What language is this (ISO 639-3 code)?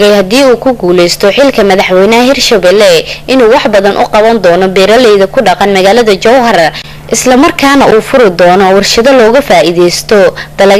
som